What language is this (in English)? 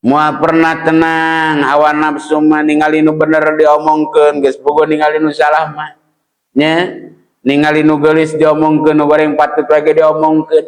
Sundanese